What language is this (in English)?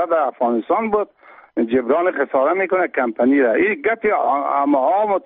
Persian